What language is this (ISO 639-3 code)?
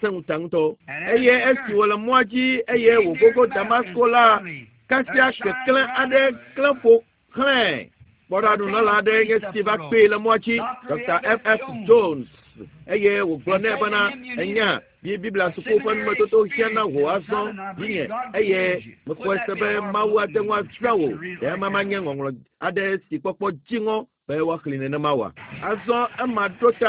ewe